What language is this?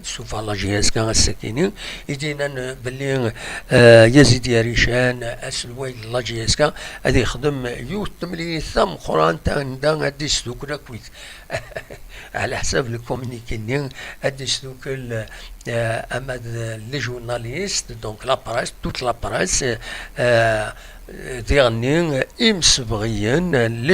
Kabyle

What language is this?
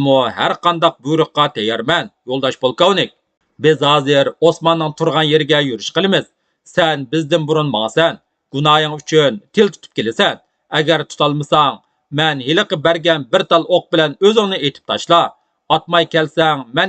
Uyghur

